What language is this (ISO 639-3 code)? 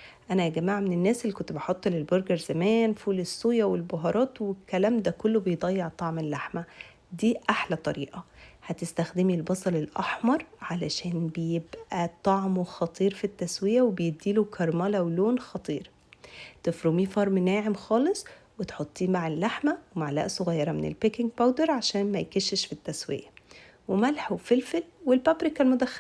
arz